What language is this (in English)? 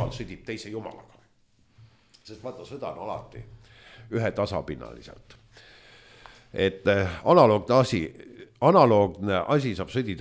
Estonian